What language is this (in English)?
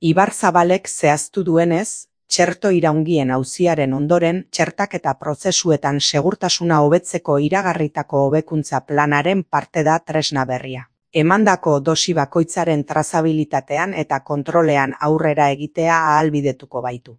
Basque